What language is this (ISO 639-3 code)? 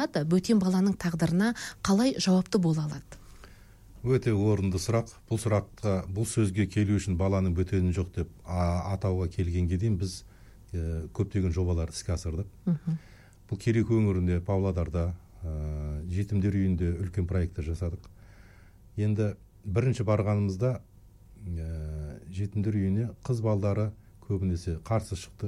kaz